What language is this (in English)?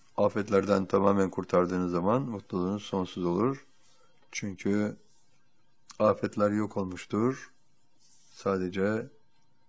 Turkish